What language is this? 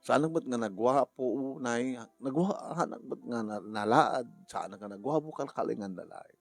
Iloko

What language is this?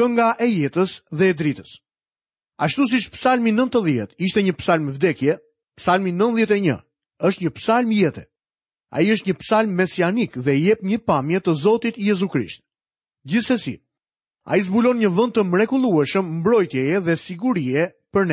Albanian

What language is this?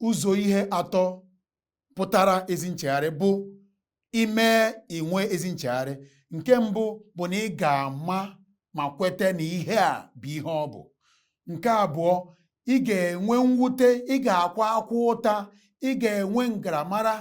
Igbo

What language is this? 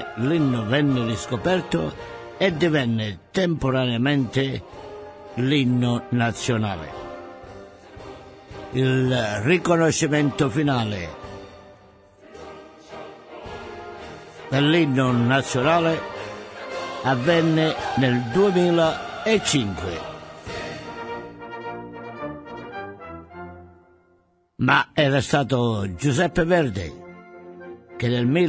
Italian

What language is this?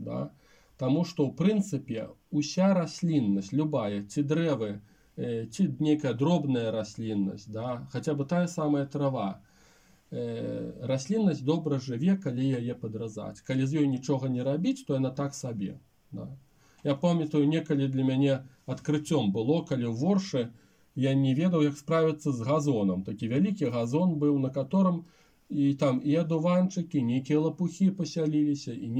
Belarusian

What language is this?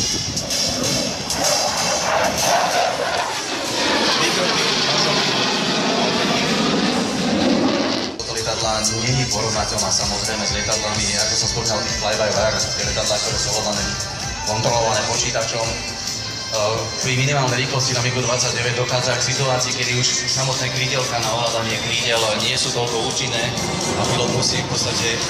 Slovak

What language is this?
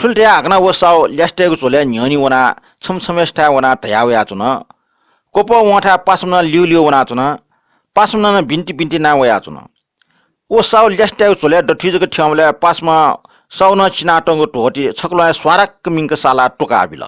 Newari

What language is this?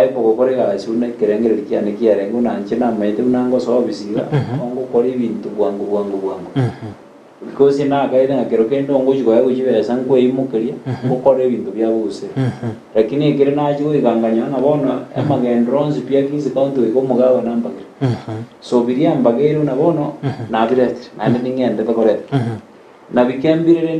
Gusii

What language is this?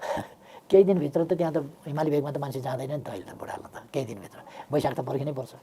Nepali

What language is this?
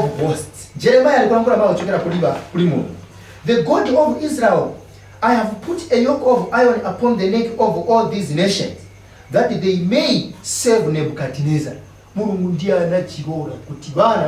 Nyanja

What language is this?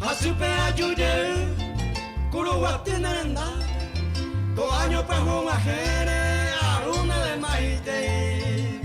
Guarani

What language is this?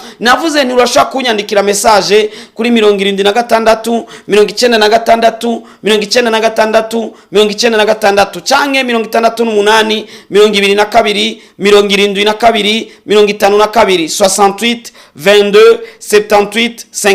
Rundi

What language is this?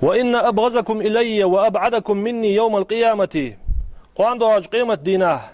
Ingush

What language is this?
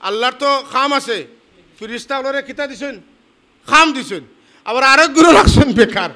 Sylheti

